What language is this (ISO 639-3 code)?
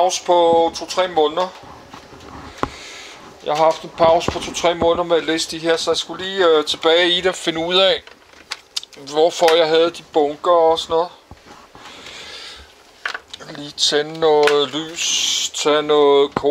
dan